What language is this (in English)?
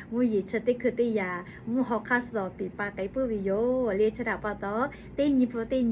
Lahu